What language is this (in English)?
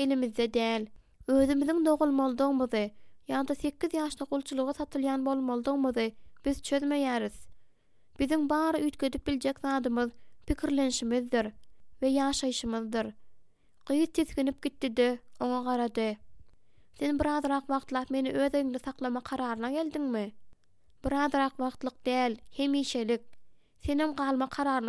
Turkmen